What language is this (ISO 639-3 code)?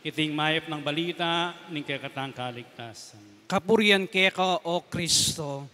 pam